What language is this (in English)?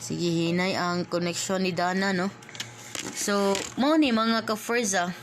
Cebuano